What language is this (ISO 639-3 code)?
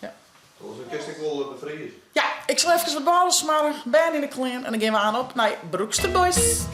fry